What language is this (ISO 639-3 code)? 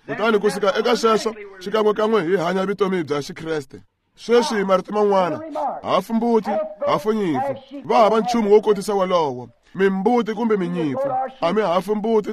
tso